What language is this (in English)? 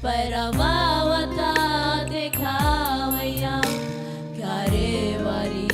Gilbertese